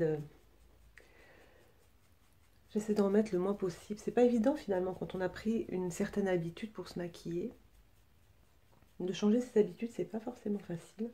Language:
French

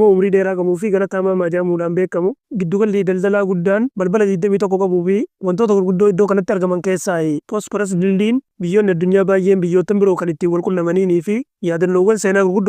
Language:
Oromo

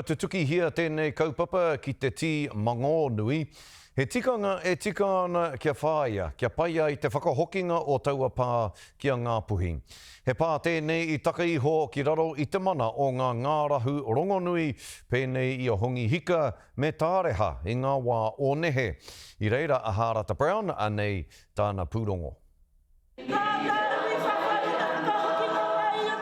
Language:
Māori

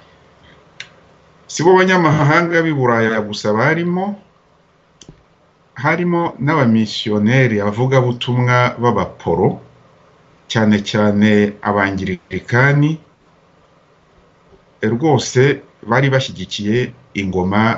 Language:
Kinyarwanda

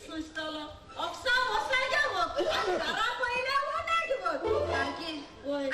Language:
Konkani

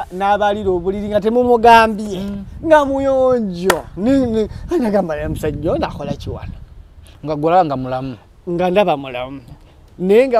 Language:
Ganda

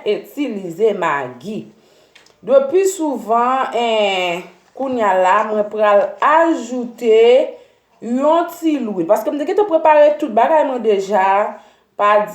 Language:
Haitian Creole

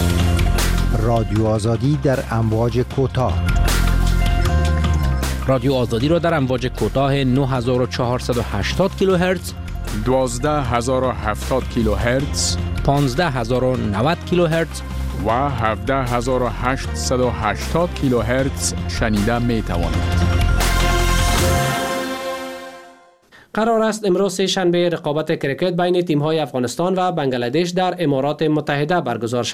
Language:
Persian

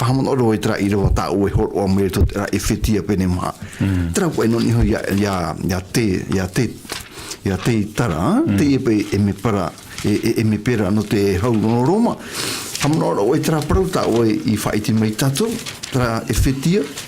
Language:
Tahitian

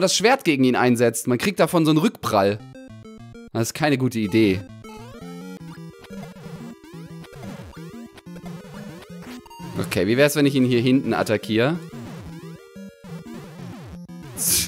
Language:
German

